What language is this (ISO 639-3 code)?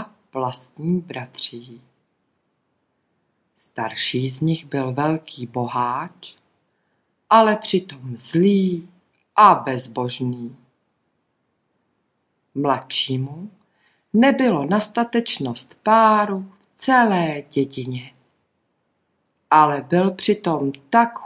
ces